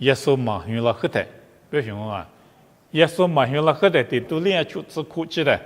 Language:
Lisu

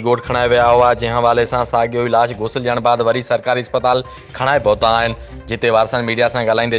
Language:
Sindhi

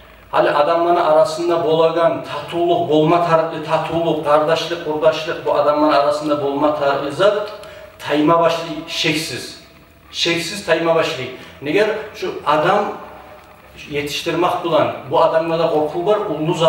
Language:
Kumyk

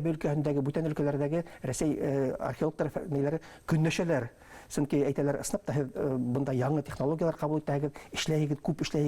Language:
Bashkir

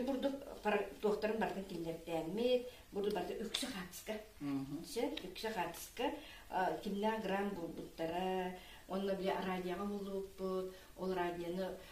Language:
Yakut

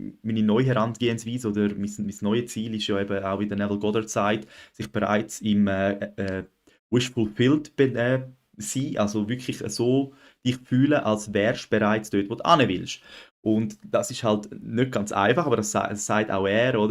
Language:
Swiss German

